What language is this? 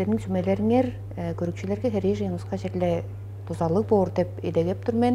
Tuvinian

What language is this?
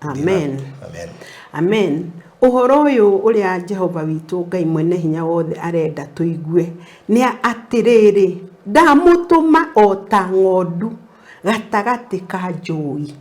Kikuyu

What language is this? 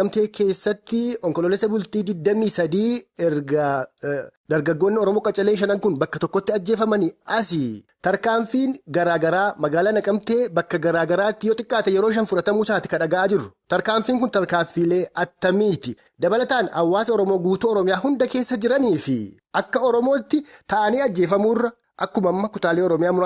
Oromo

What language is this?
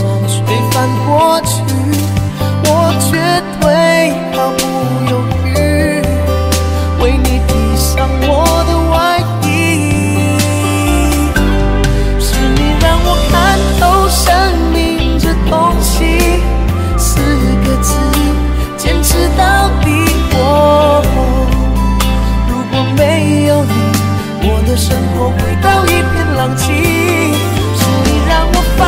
Chinese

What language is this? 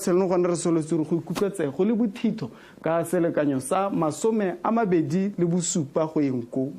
Tswana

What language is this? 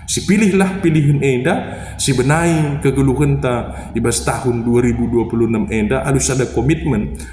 Batak Karo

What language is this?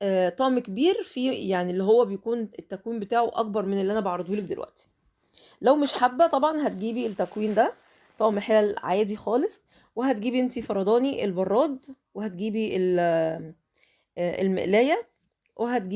Egyptian Arabic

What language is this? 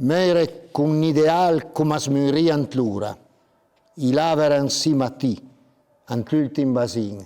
Piedmontese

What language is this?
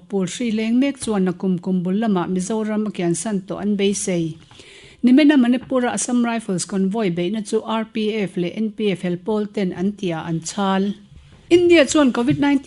Mizo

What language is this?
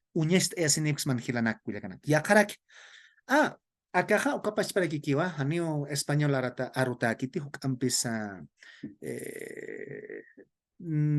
Aymara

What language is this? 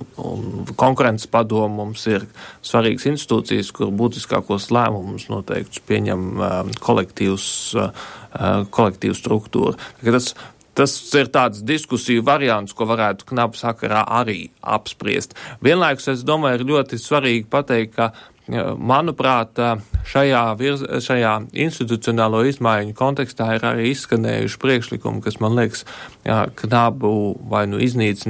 Latvian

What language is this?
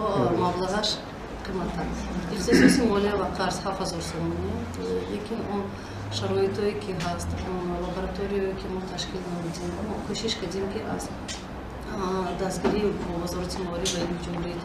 Tajik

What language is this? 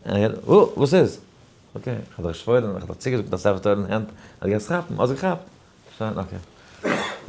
Yiddish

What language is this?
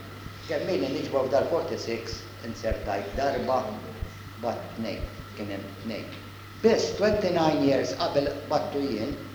Maltese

